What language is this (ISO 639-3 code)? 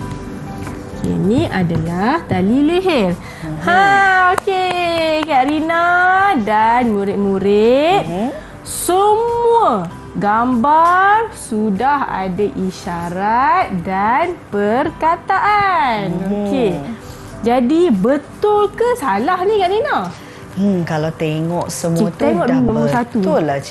msa